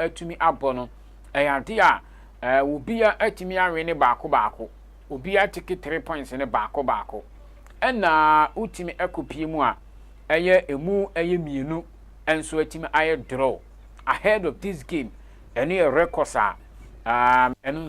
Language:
Akan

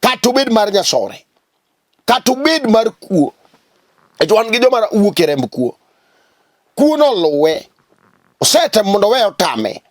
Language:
Luo (Kenya and Tanzania)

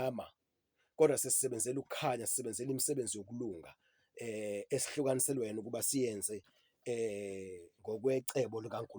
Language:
Zulu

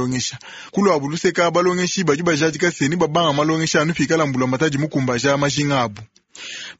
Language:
Luba-Lulua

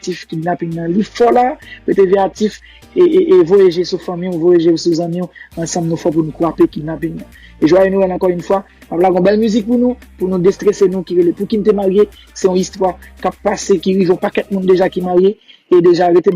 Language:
Haitian Creole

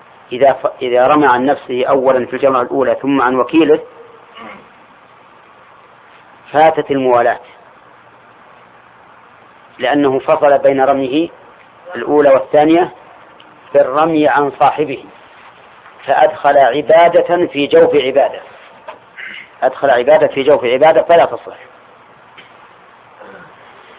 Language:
Arabic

